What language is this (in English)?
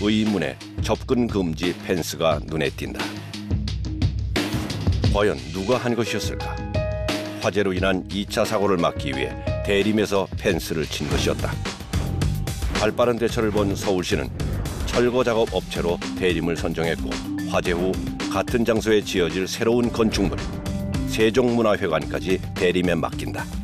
Korean